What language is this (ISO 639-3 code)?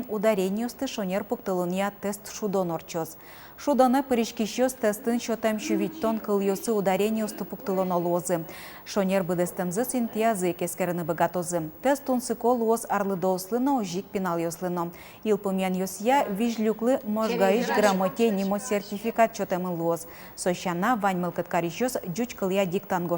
udm